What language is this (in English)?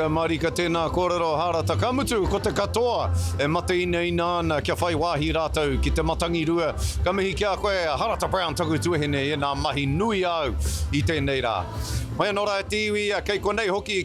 Māori